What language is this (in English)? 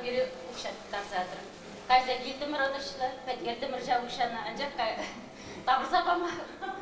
Chuvash